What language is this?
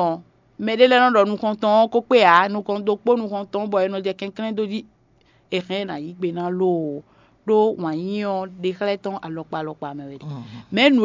Fon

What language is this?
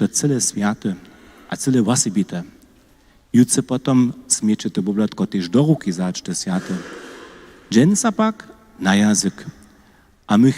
Upper Sorbian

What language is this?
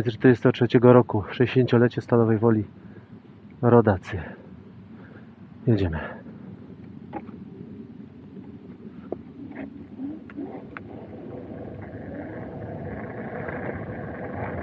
Polish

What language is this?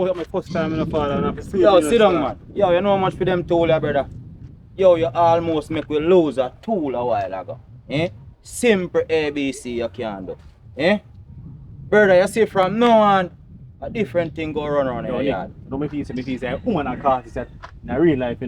Jamaican Creole English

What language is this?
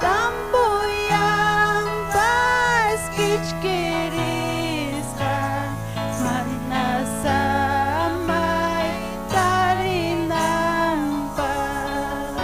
Ayacucho Quechua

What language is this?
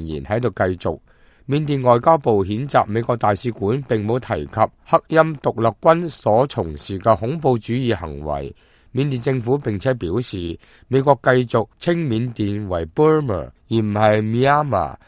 Cantonese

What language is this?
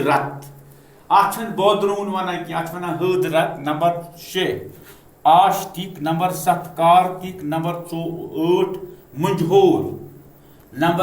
Kashmiri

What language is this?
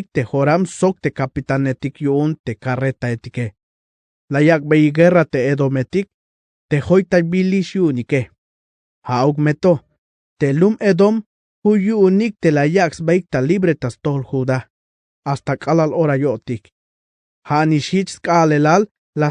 Tzeltal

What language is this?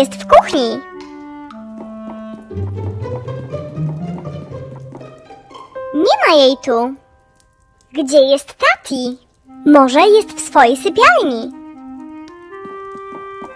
Polish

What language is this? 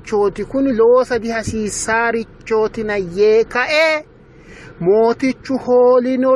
Sidamo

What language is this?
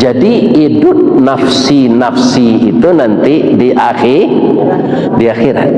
Minangkabau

